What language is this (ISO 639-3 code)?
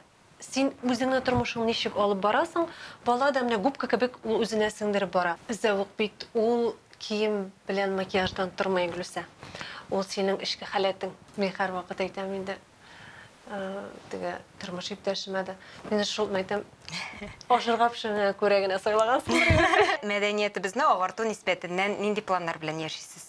tat